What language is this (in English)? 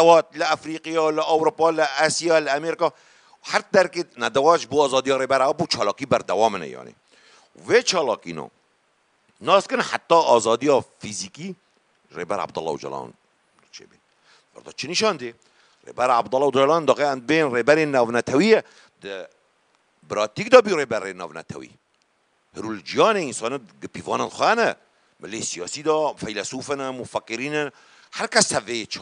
Kurdish